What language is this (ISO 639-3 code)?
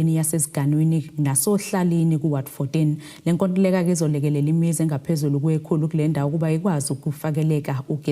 zul